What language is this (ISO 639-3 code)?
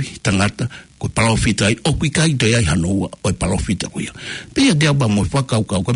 ton